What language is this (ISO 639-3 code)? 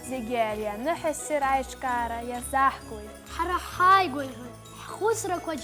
abk